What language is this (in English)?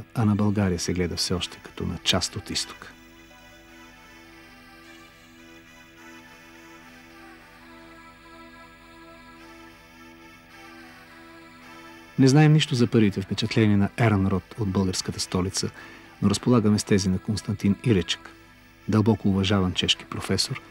Bulgarian